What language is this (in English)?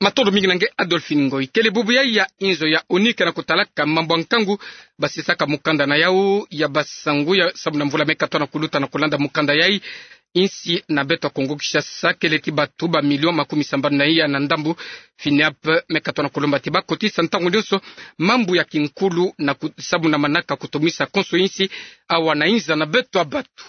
Kituba (Democratic Republic of Congo)